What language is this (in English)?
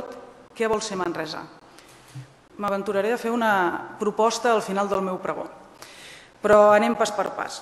Catalan